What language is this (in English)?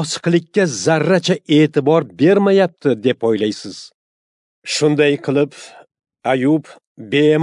Uzbek